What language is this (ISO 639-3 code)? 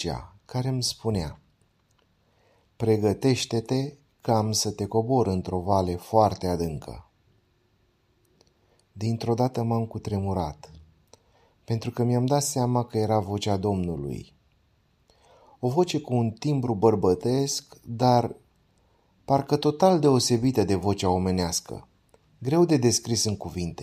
ron